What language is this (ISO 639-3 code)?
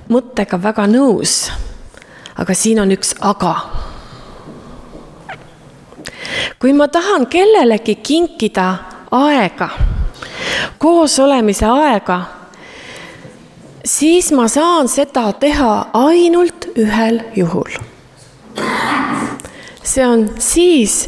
est